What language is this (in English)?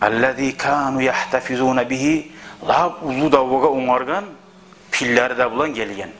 Kumyk